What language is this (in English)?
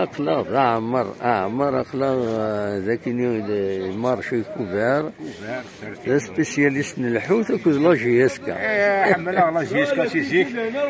Kabyle